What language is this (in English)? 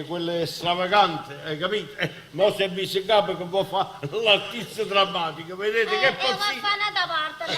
Neapolitan